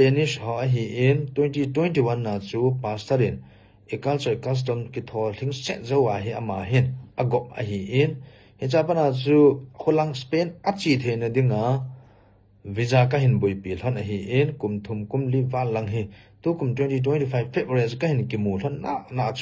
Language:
Thado Chin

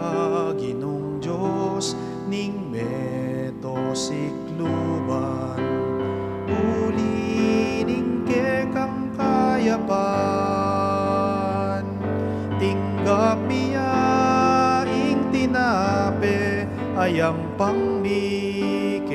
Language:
Pampanga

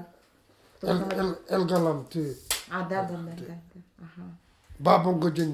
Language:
Nanai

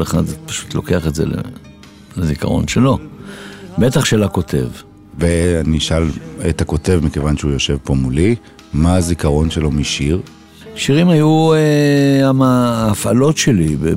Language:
Hebrew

